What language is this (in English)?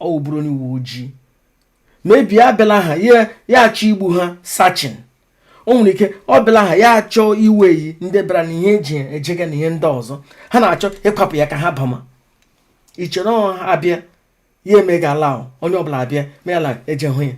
Igbo